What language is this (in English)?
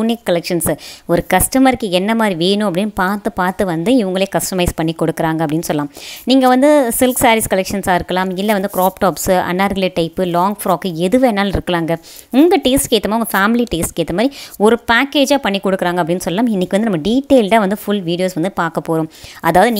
Tamil